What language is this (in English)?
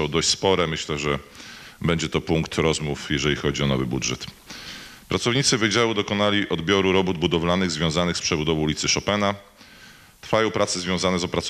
Polish